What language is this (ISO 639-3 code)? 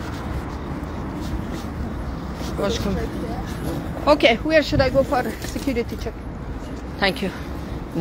fas